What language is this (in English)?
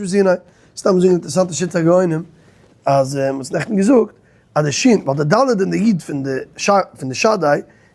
Yiddish